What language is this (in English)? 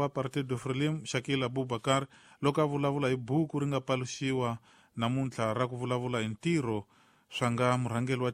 Tsonga